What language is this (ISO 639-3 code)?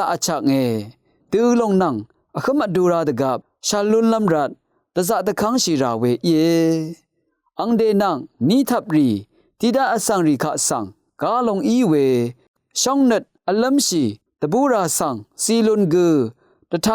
raw